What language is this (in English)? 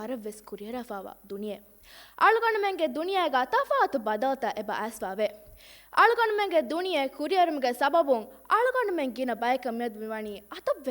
Divehi